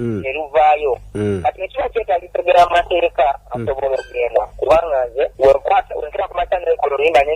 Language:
Ganda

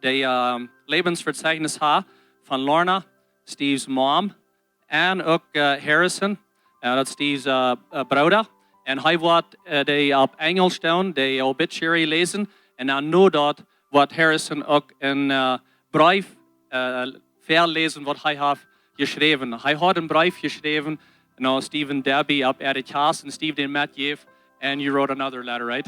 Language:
Plautdietsch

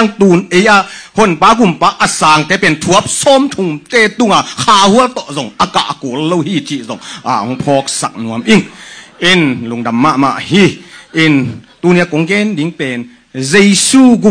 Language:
Tedim Chin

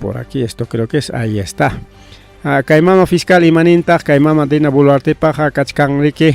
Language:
Ayacucho Quechua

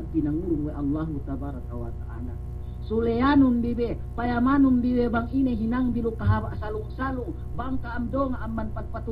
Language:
Yakan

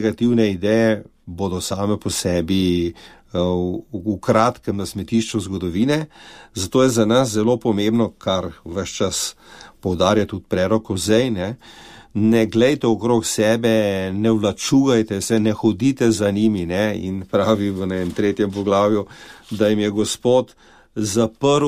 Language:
Slovenian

